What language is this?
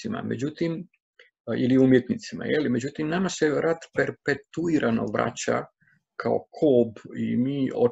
Croatian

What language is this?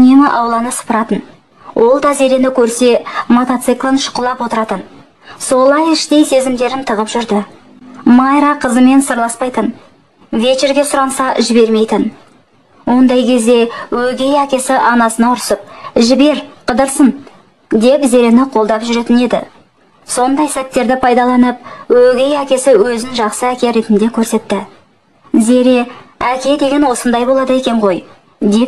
Kazakh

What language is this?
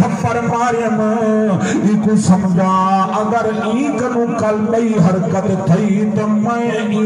Saraiki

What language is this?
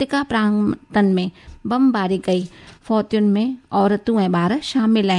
Sindhi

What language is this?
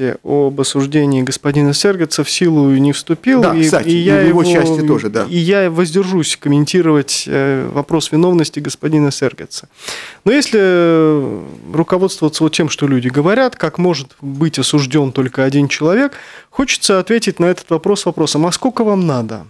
Russian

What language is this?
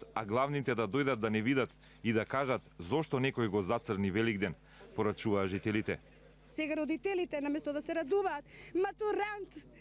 Macedonian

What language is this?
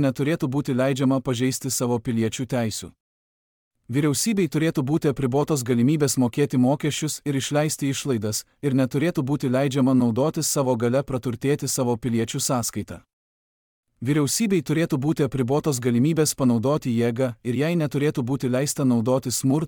Lithuanian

